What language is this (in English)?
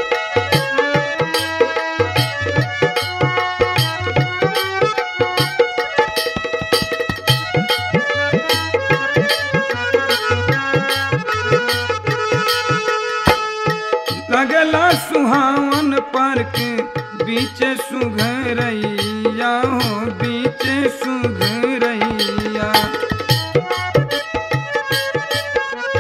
Bhojpuri